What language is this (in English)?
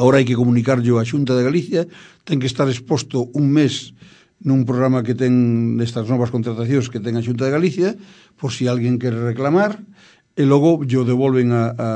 Galician